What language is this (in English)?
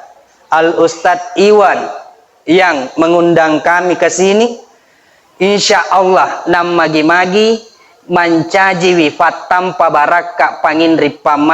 Buginese